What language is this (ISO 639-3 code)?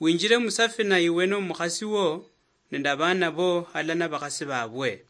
luy